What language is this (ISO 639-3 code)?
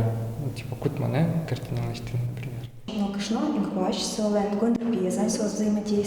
udm